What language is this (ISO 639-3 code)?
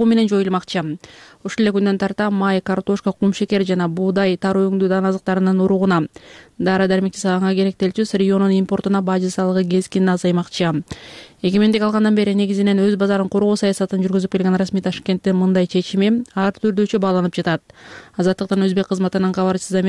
kir